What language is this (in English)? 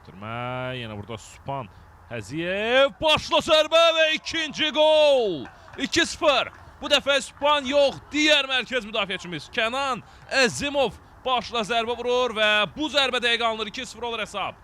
Azerbaijani